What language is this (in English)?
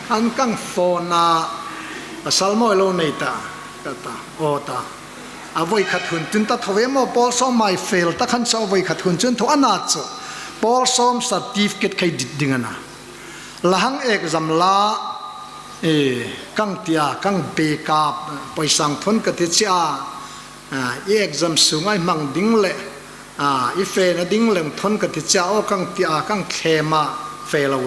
Hmar